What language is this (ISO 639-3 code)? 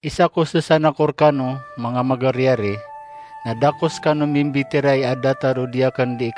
mrw